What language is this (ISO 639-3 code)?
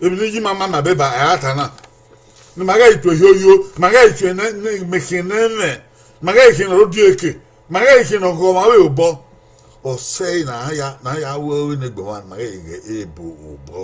bin